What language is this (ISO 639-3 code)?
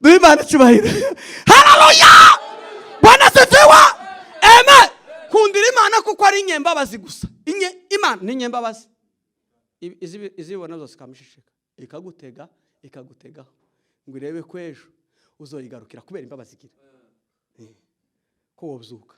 run